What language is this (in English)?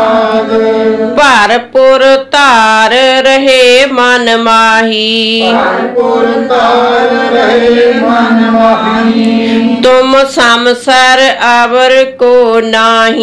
Punjabi